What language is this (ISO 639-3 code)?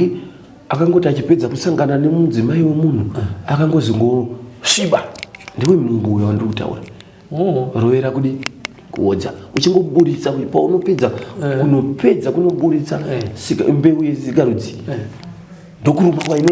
sna